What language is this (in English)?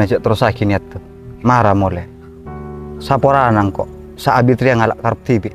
Madurese